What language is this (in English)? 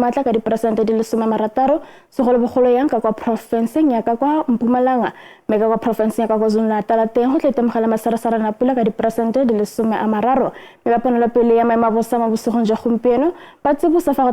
Tswana